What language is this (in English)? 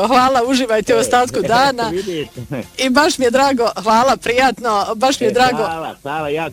Bosnian